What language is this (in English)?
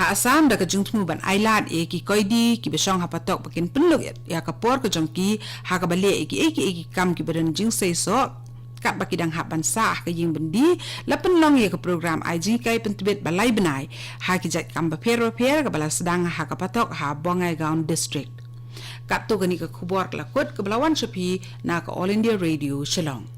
Khasi